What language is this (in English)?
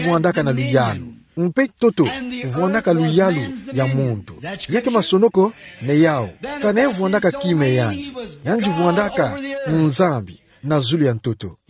Kituba (Democratic Republic of Congo)